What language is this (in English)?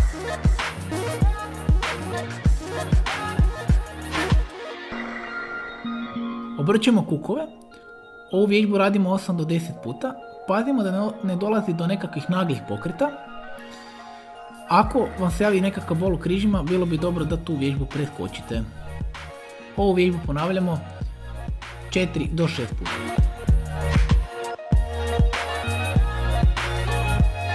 Croatian